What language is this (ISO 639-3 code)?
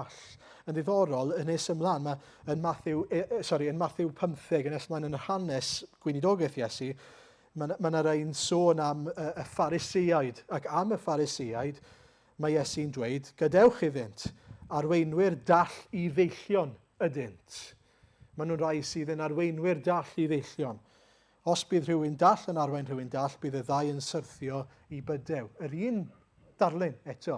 cym